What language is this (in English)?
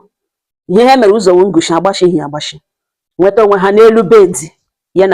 Igbo